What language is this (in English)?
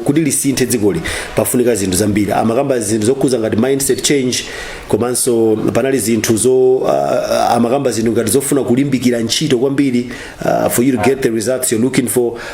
Nyanja